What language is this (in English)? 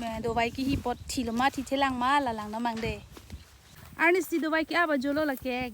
Karbi